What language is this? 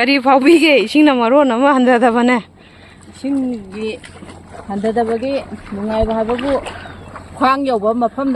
Manipuri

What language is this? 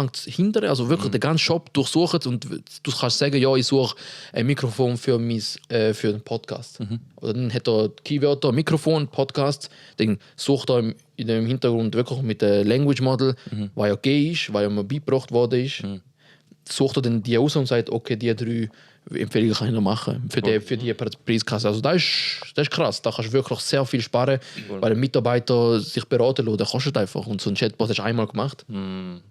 Swiss German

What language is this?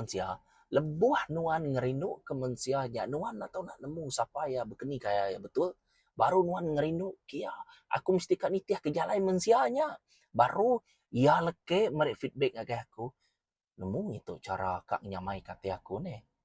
Iban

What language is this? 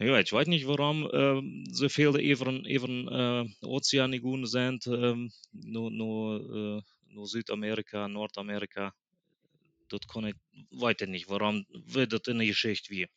Plautdietsch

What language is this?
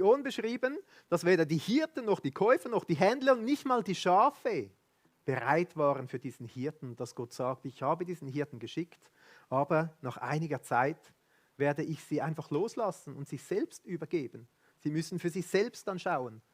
Swiss German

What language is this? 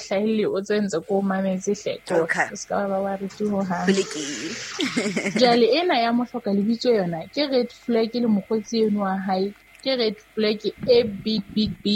Southern Sotho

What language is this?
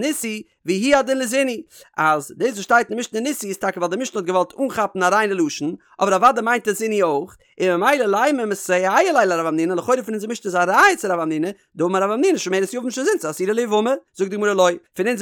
Yiddish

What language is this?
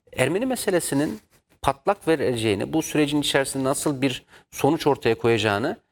Turkish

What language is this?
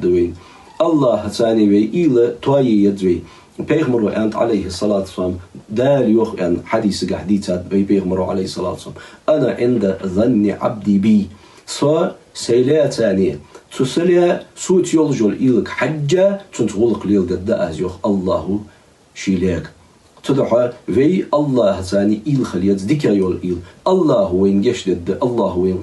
Ingush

